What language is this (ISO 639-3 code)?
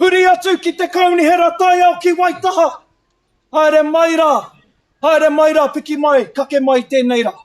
mri